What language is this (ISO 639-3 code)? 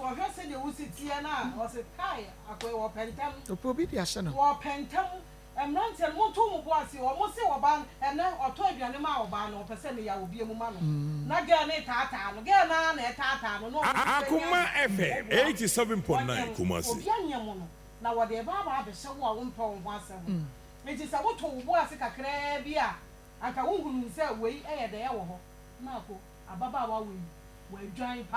aka